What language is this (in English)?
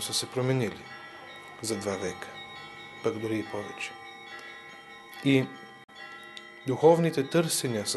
Bulgarian